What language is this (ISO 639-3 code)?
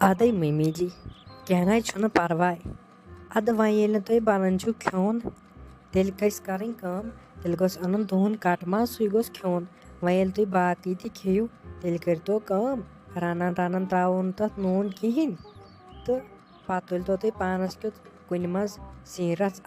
kas